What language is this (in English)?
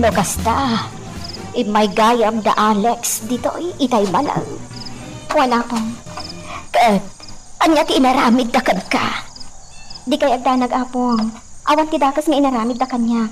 Iloko